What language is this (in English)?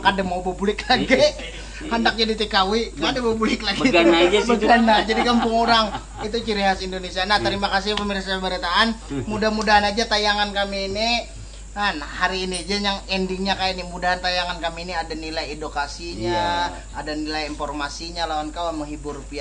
Banjar